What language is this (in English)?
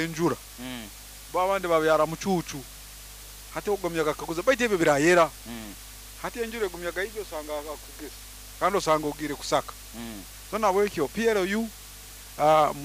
Nyoro